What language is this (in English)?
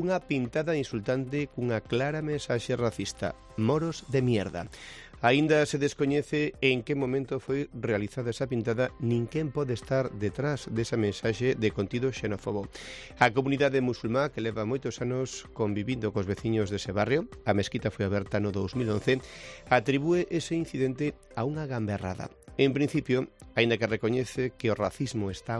Galician